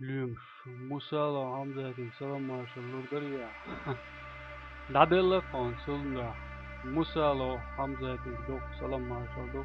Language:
Chechen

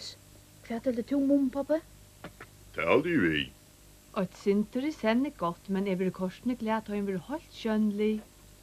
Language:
Faroese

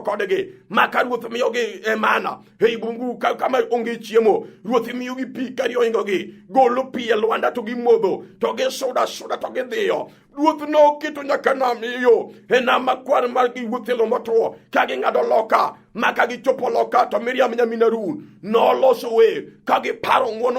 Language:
Luo (Kenya and Tanzania)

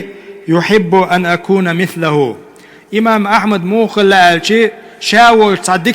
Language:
Chechen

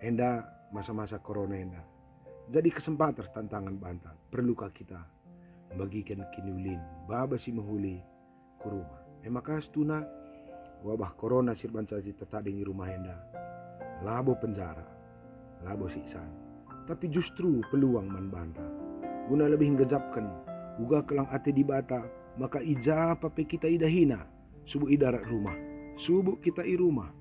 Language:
Batak Karo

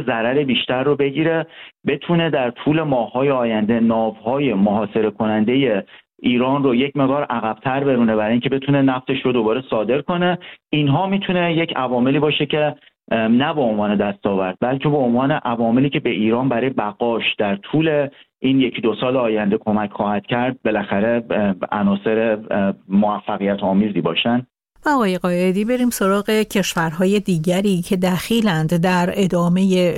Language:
Persian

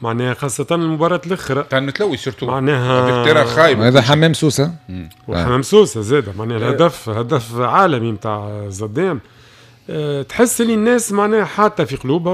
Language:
Tunisian Arabic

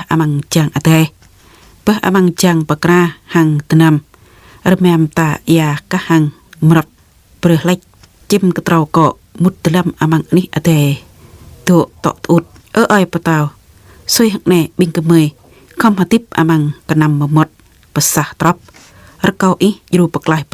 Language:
Jarai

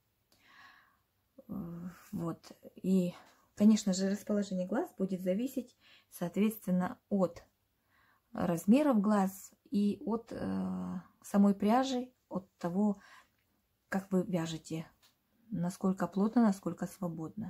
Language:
Russian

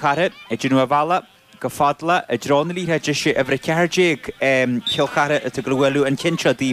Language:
Irish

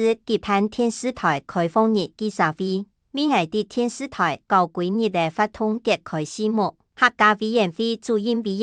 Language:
Hakka Chinese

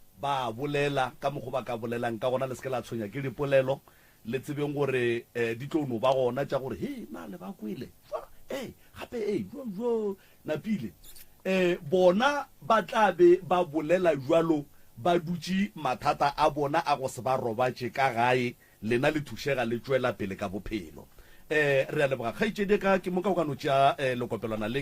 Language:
Northern Sotho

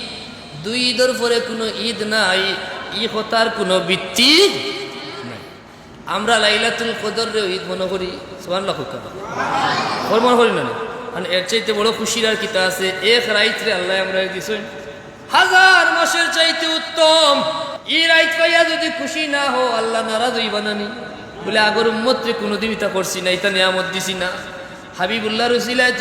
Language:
Sylheti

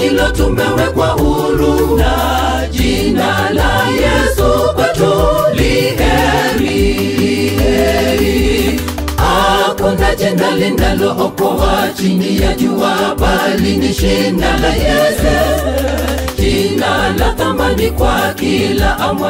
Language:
Swahili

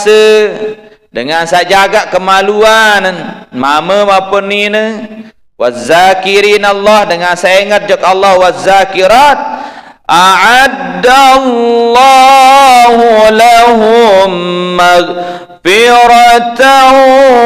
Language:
Sasak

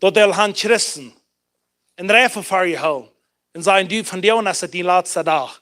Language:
Plautdietsch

